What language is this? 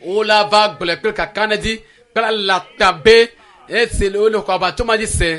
Ewe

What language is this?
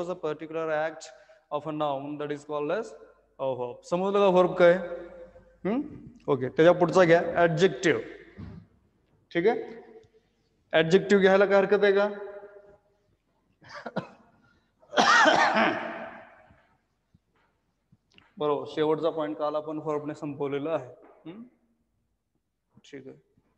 Marathi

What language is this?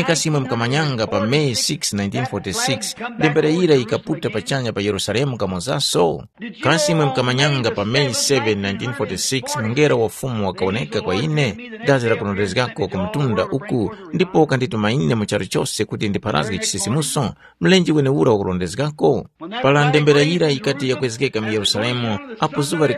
Tumbuka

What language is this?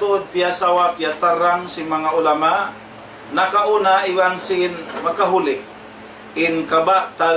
Tausug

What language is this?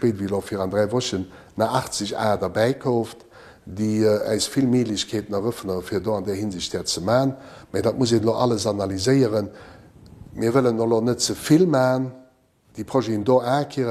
Luxembourgish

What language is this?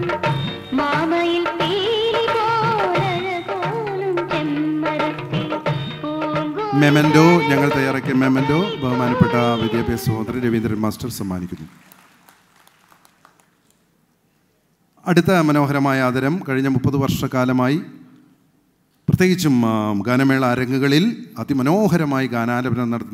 Malayalam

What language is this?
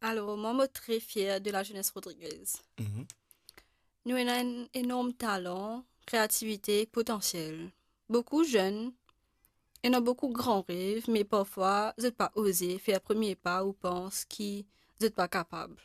Morisyen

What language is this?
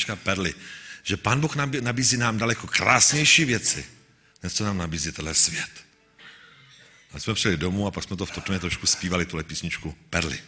Czech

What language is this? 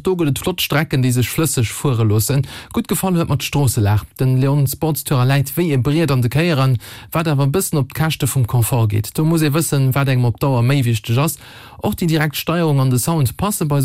Luxembourgish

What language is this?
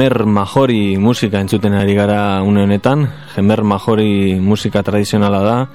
Basque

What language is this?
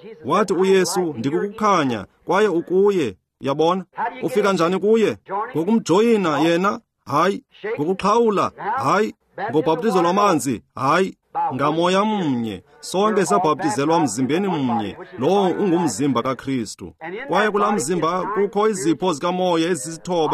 Xhosa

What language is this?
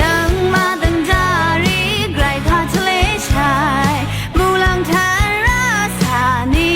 Rawang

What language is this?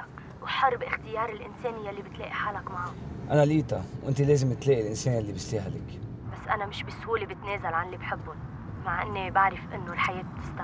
North Levantine Arabic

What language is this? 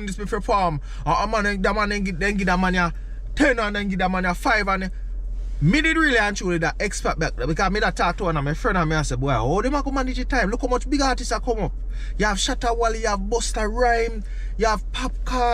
Jamaican Creole English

